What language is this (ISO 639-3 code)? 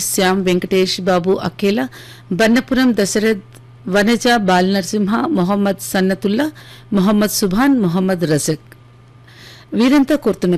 tel